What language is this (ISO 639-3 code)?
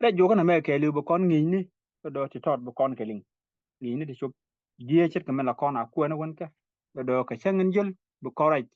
nus